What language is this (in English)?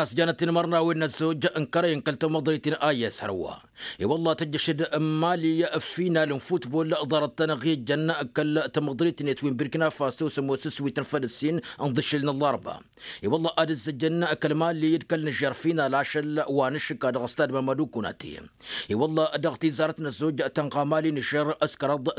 Tamasheq